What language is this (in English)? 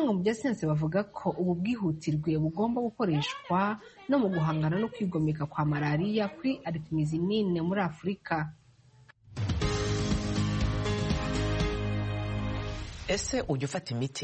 Kinyarwanda